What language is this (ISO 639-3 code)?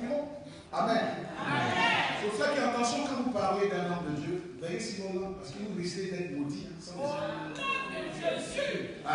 fra